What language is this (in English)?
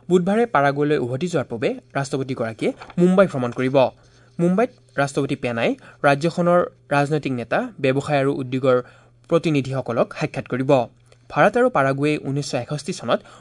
Assamese